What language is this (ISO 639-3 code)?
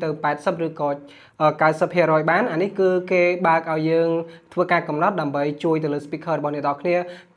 khm